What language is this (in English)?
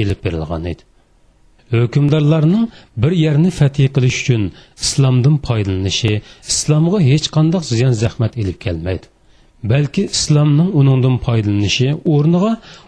Uyghur